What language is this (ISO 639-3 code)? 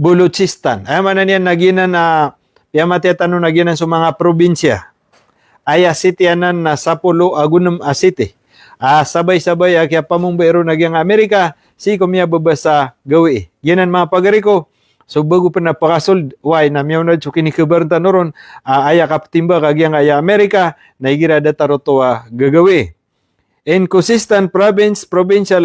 mrw